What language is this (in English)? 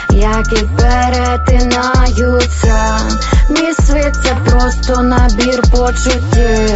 Ukrainian